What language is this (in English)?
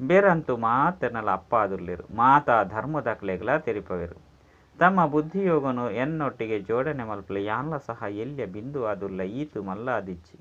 Tulu